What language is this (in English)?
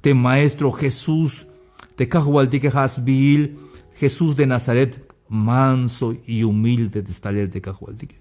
Tzeltal